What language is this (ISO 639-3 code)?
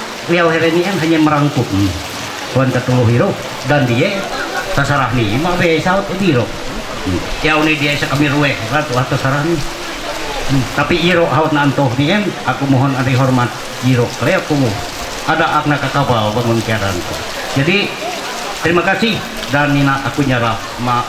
mhy